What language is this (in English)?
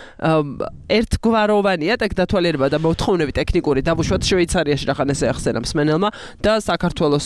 Georgian